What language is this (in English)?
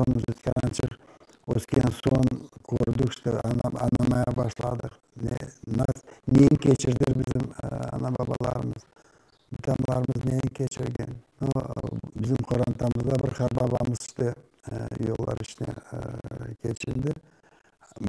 Crimean Tatar